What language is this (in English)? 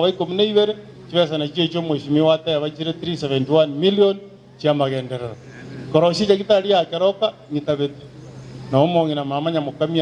Gusii